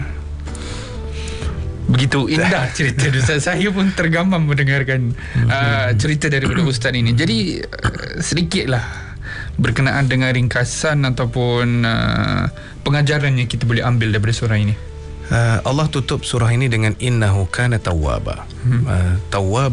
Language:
Malay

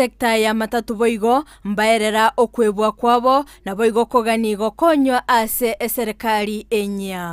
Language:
Gusii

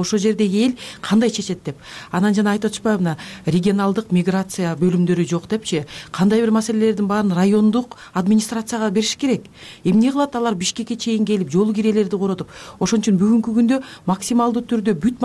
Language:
Kyrgyz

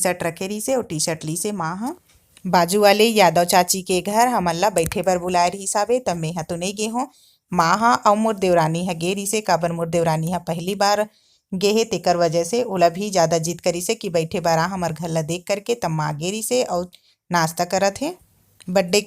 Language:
Chhattisgarhi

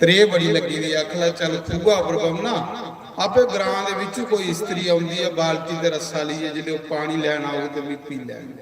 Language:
Dogri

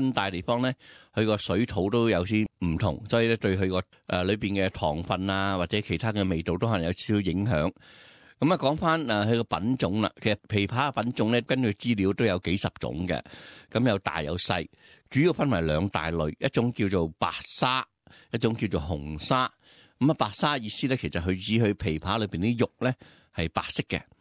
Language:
Cantonese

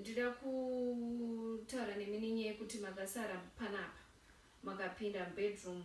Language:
Shona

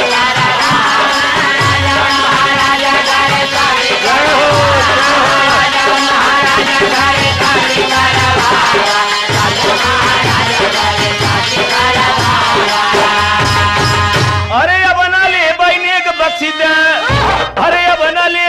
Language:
Bhojpuri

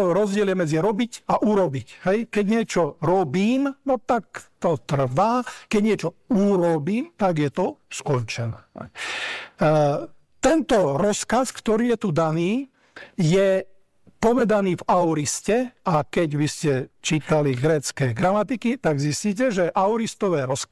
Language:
Slovak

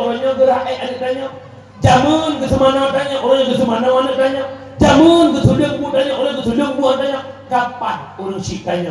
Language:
Achinese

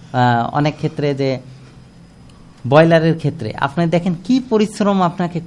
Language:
Bangla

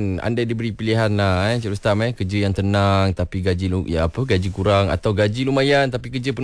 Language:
Malay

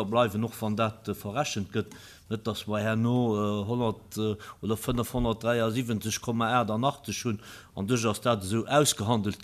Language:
Luxembourgish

